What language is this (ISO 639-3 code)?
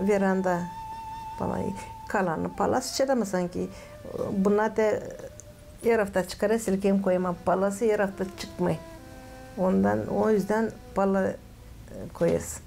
gag